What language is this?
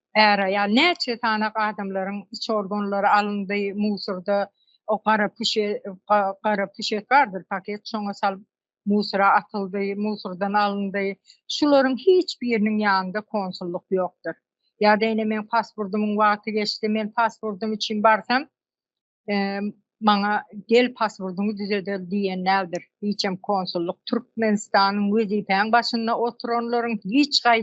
Turkmen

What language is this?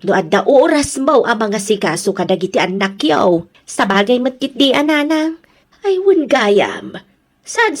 Iloko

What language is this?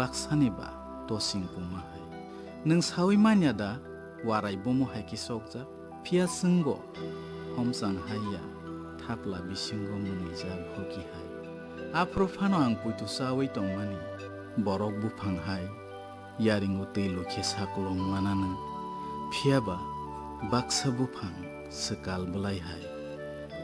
Kok Borok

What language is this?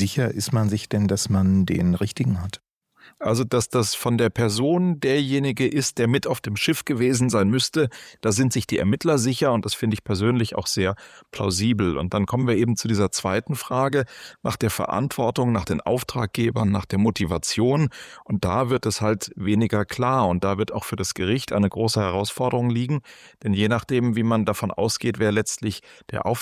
German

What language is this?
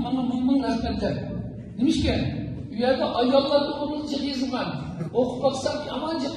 Uyghur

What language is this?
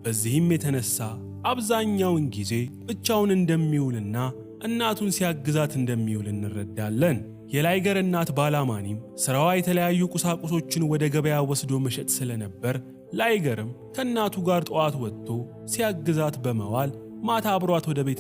Amharic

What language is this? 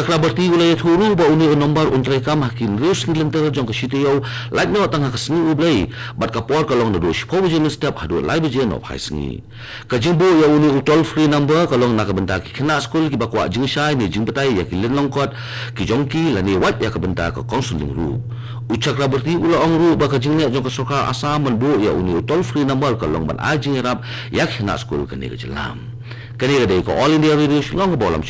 Khasi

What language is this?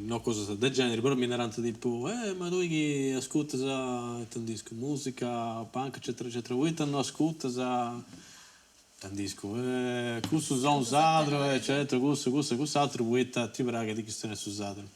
Sardinian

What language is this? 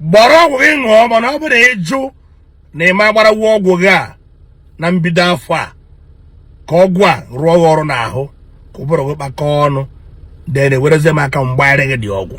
Igbo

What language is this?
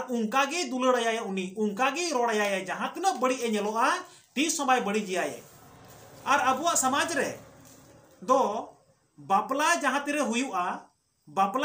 Santali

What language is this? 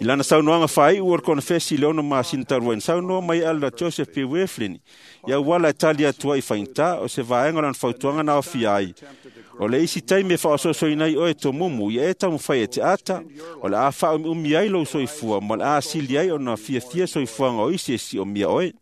Samoan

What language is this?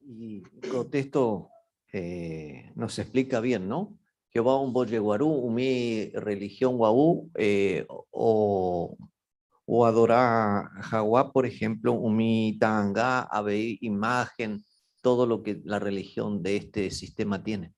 Guarani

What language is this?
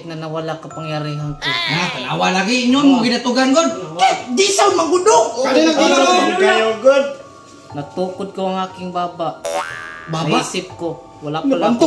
Cebuano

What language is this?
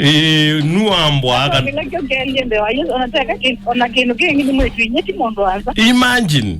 Kamba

